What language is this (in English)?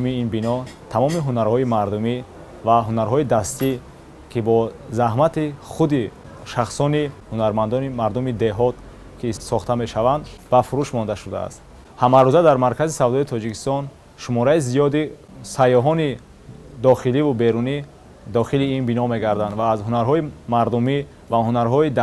Tajik